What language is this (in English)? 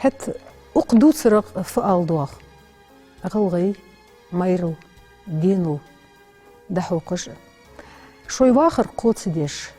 Ingush